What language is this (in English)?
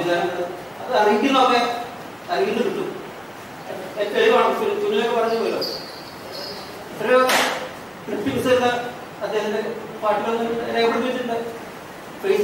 Malayalam